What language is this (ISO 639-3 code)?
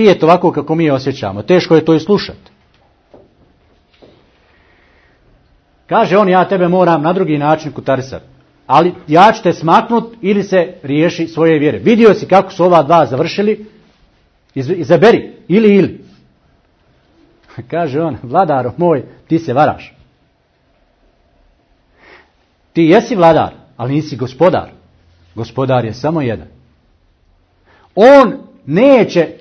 bos